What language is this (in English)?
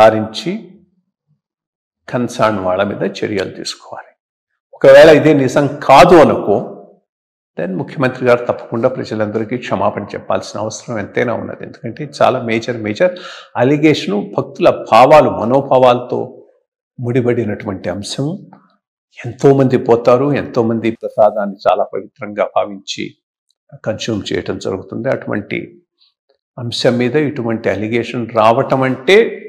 Telugu